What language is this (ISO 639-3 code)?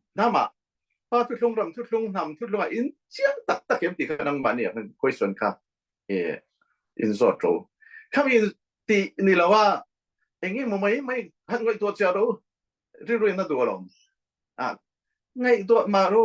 cfm